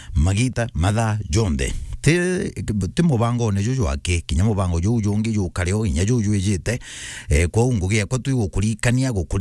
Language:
Meru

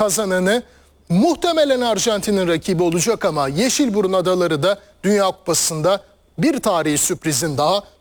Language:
Turkish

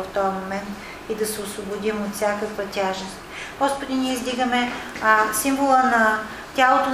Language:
Bulgarian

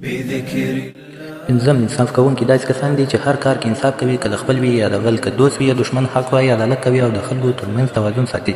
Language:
Pashto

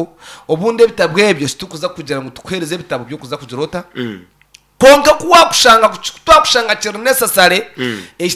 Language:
Nyankole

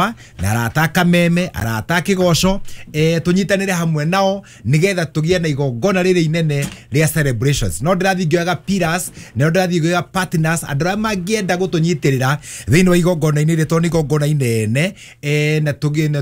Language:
Kikuyu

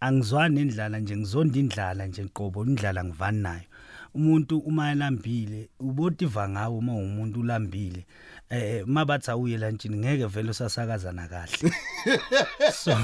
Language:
South Ndebele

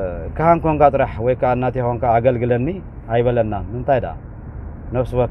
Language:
Tigrinya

